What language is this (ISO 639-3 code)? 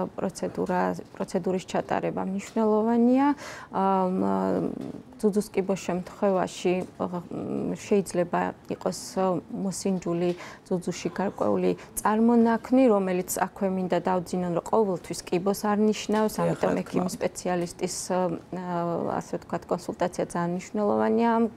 kat